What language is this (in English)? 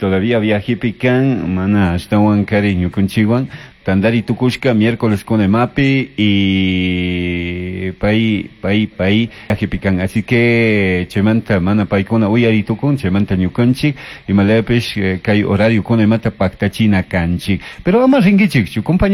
Chimborazo Highland Quichua